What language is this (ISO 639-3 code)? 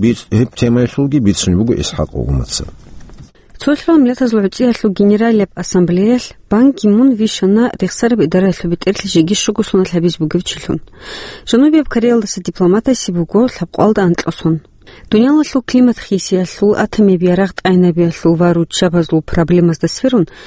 ava